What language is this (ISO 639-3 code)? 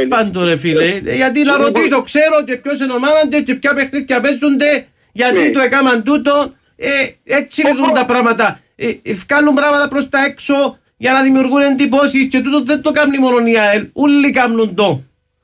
ell